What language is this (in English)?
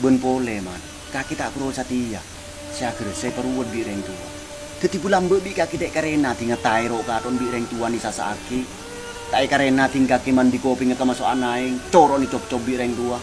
Madurese